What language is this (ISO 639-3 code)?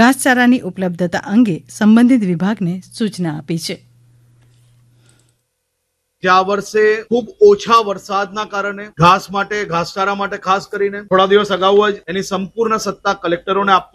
guj